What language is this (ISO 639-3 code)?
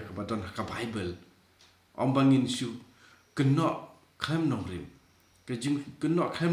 kha